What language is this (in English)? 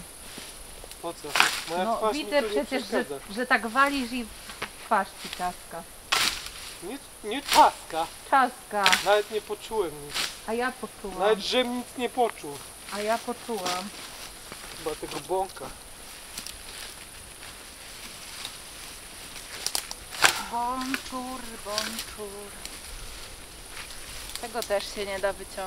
Polish